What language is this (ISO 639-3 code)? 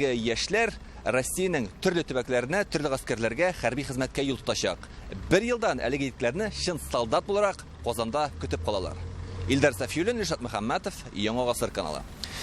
tat